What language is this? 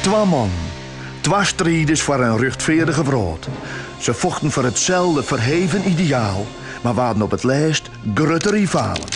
Western Frisian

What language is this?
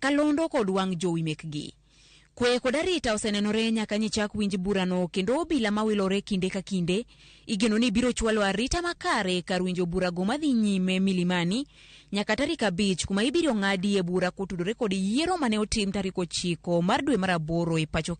Luo (Kenya and Tanzania)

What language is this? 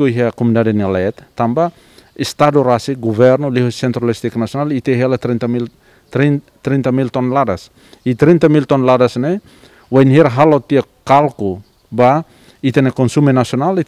Tetum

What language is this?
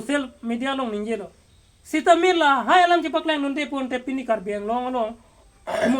Karbi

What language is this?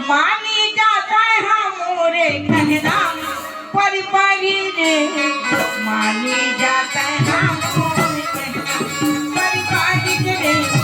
Chhattisgarhi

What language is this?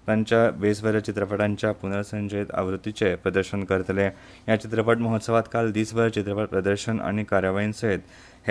Konkani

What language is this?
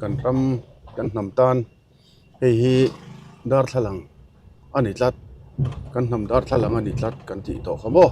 Mizo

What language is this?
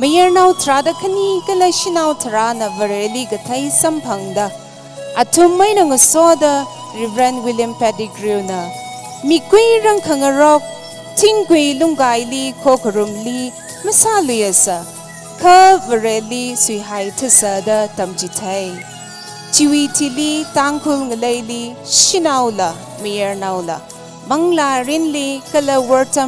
Tangkhul Naga (India)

